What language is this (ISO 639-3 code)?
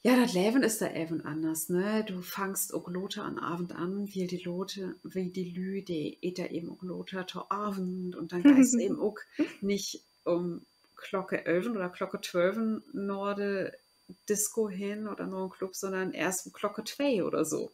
nds